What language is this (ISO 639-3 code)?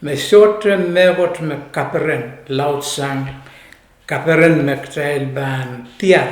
pon